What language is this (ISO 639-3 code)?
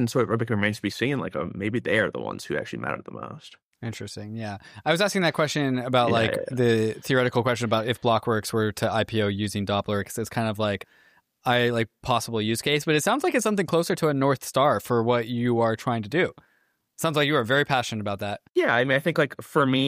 eng